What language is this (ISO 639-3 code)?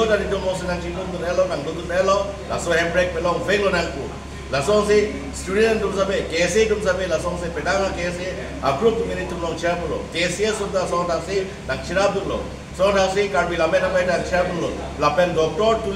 mjw